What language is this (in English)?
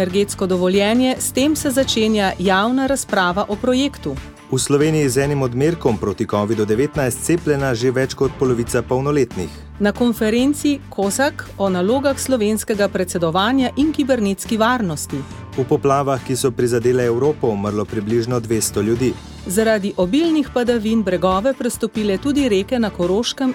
Slovenian